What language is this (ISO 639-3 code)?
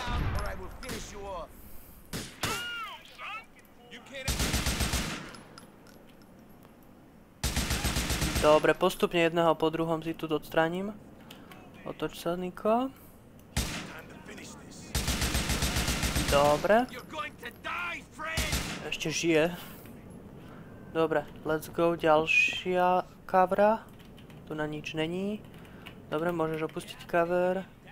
slk